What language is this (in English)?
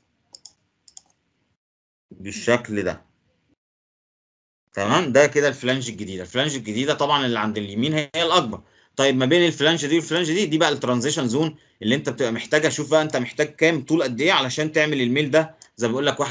Egyptian Arabic